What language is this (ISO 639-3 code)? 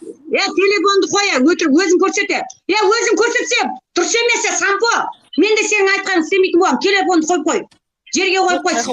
kaz